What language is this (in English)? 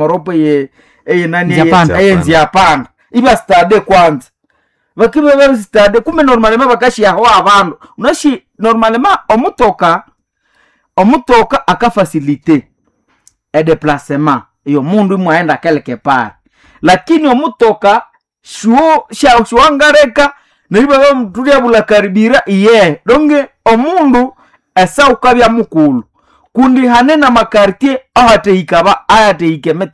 Nande